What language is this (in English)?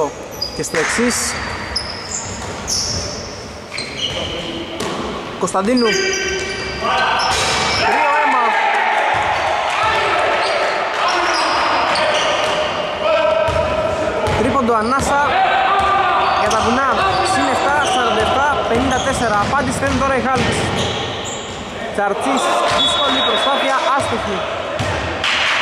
Greek